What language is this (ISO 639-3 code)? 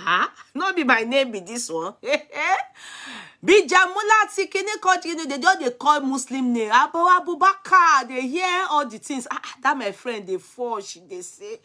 pcm